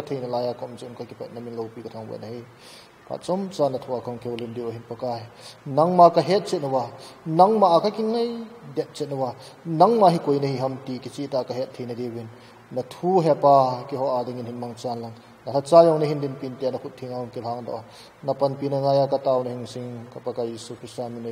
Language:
Thado Chin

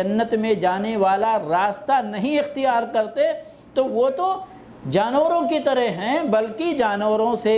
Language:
Urdu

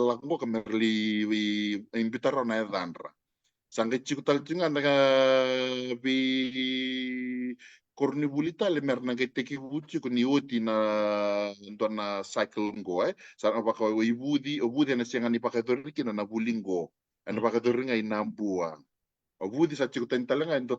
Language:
Fijian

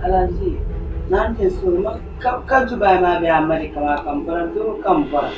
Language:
Dagbani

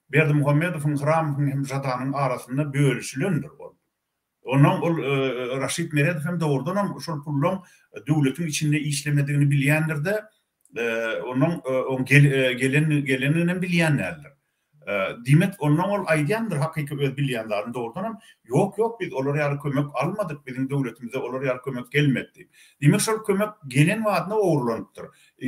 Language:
Turkmen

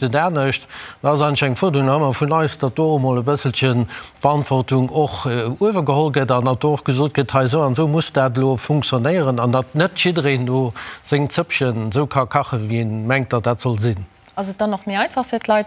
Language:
Luxembourgish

